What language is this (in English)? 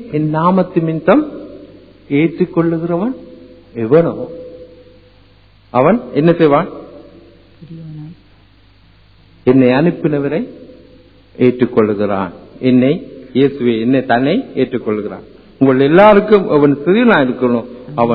Tamil